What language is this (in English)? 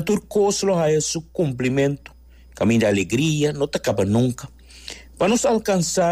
Papiamento